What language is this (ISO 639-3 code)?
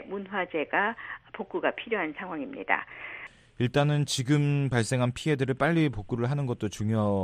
kor